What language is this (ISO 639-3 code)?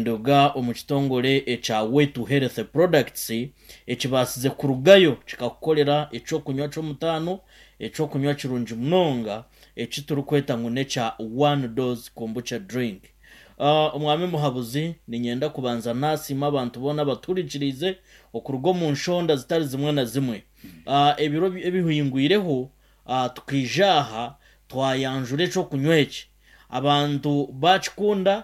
nyn